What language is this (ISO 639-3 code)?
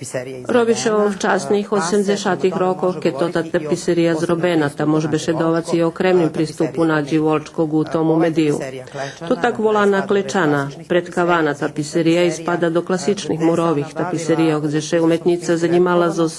rue